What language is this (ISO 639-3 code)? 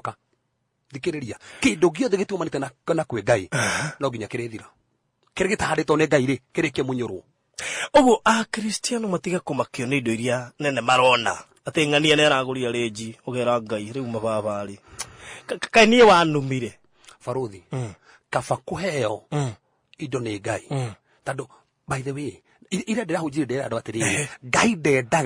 kik